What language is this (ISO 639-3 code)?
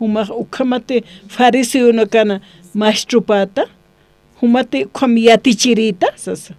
aym